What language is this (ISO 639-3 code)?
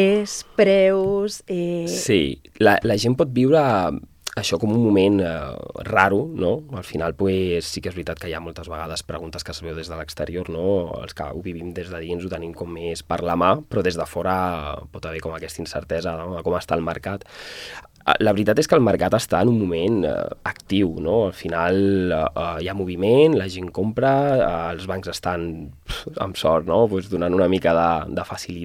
cat